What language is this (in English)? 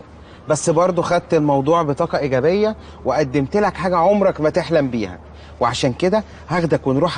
Egyptian Arabic